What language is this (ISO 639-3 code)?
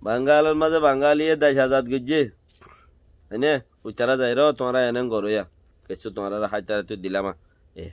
rhg